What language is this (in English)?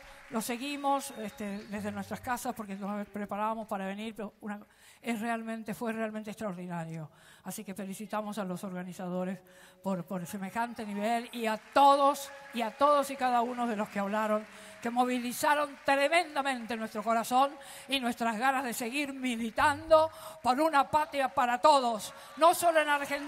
Spanish